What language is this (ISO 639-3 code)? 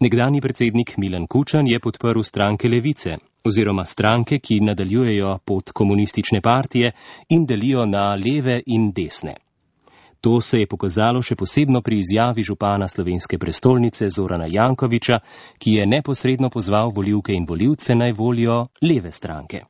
slv